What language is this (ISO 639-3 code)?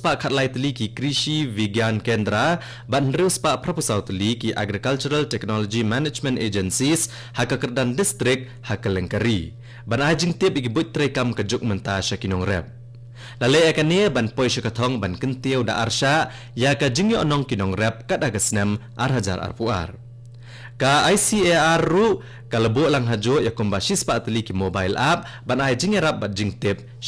kha